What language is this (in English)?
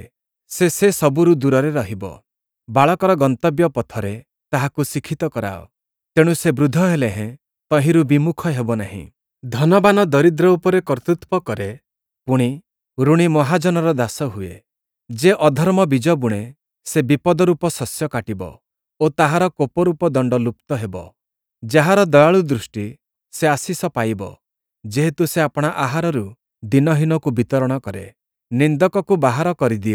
Odia